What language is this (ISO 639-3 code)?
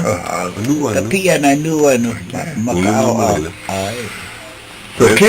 haw